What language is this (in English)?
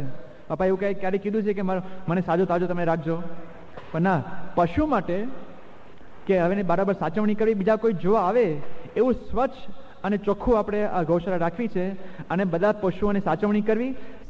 Gujarati